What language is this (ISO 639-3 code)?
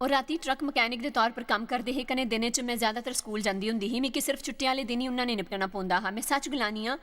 doi